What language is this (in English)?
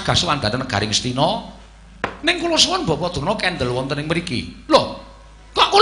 Javanese